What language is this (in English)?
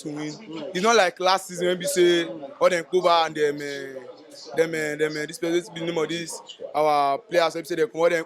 Nigerian Pidgin